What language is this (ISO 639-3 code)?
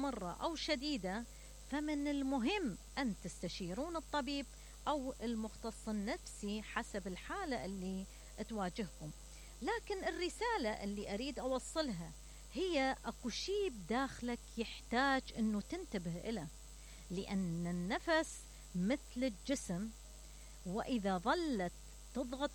acm